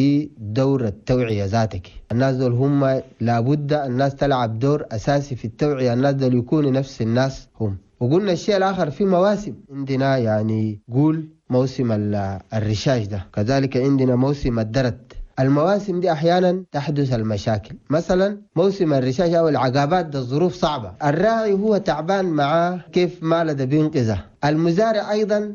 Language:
Chadian Arabic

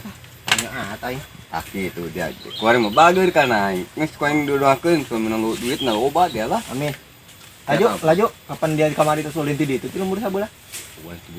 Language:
Sundanese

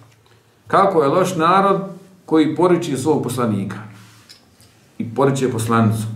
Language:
Bosnian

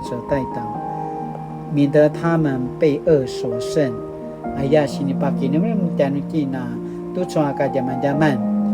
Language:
Paiwan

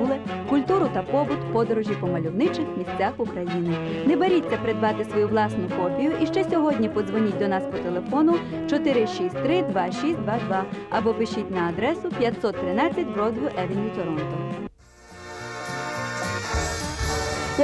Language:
Ukrainian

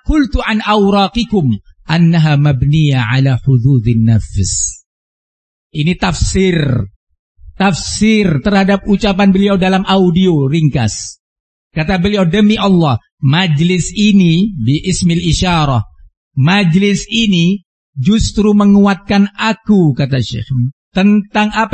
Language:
Indonesian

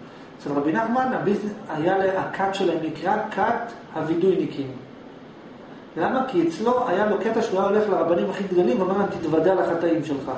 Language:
Hebrew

